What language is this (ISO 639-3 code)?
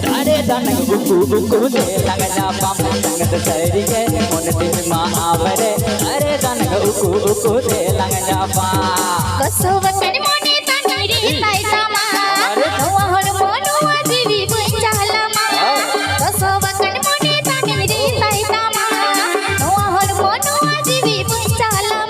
sat